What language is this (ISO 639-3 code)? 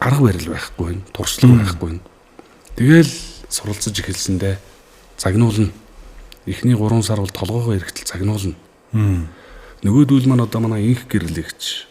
mon